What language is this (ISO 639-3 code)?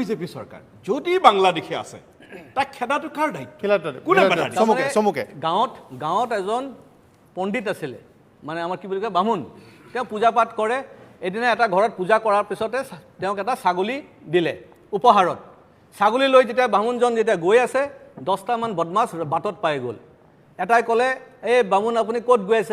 asm